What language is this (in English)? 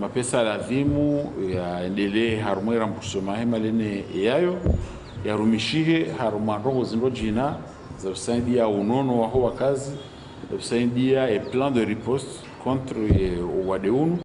Ngazidja Comorian